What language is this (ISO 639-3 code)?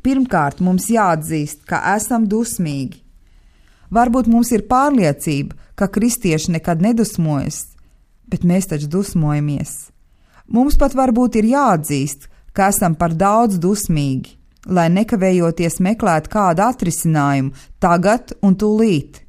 lav